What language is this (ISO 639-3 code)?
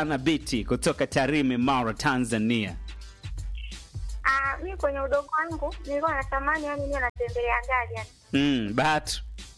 swa